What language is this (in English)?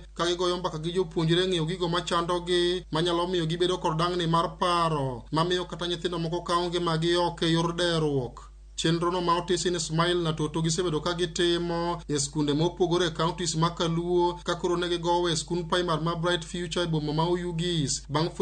Luo (Kenya and Tanzania)